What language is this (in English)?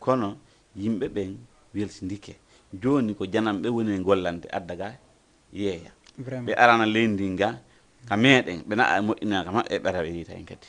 Fula